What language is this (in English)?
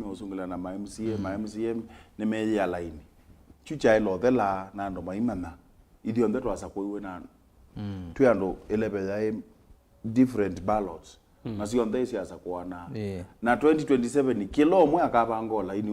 Kamba